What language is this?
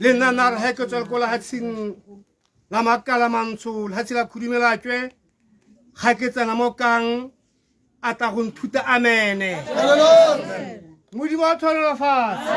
Tswana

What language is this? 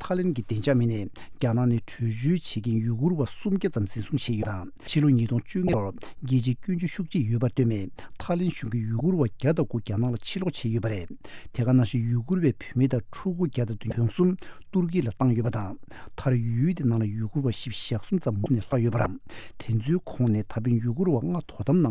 Tibetan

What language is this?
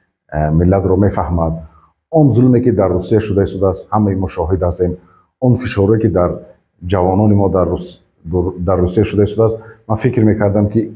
Tajik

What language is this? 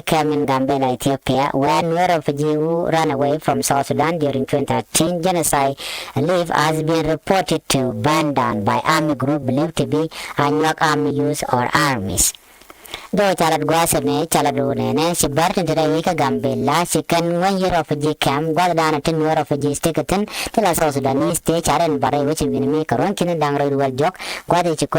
Nuer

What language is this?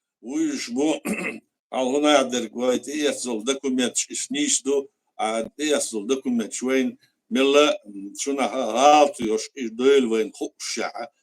Chechen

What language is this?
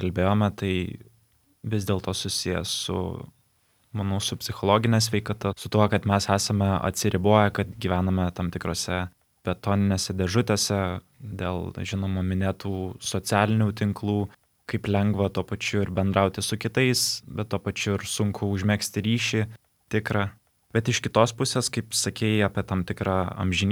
Lithuanian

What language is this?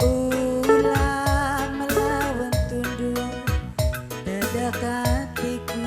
Batak Karo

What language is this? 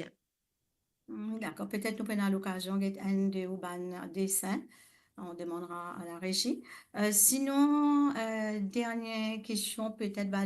Morisyen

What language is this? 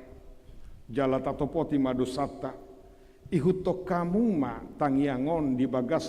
Batak Toba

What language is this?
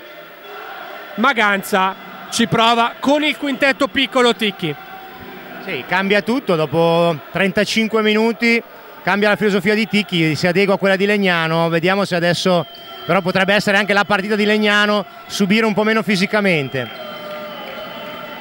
Italian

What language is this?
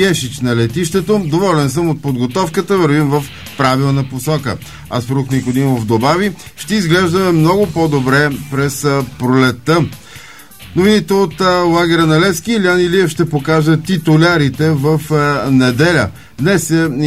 Bulgarian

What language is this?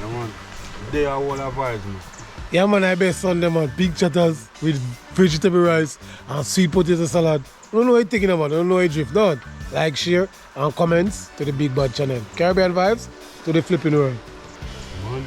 Jamaican Creole English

